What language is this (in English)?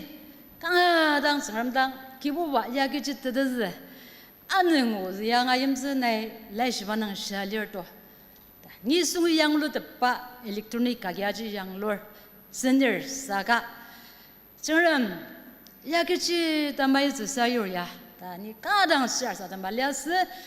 Ao Naga